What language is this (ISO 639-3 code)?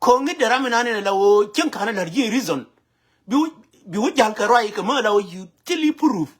nus